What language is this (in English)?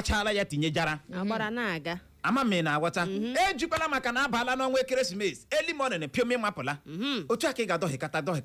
Igbo